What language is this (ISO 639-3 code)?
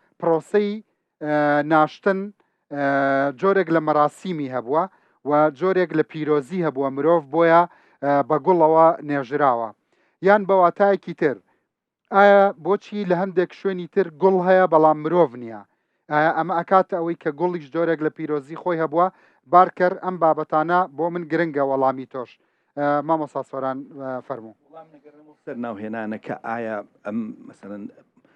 ckb